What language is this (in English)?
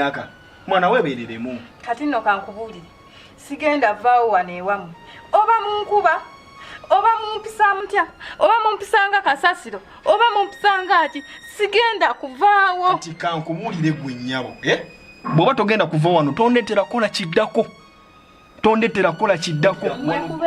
Ganda